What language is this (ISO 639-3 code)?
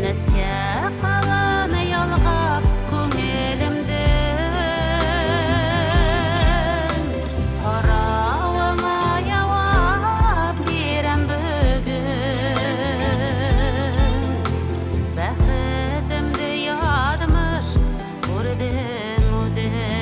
bak